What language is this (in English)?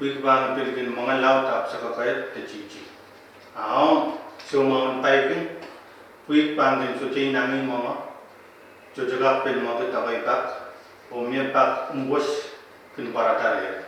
Pohnpeian